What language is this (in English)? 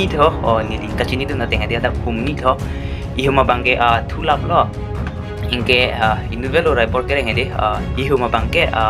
Karbi